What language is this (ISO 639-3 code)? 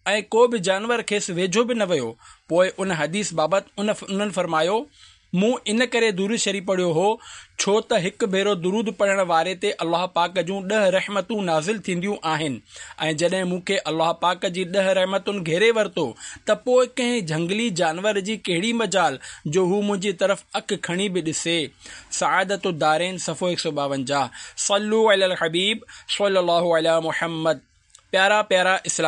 snd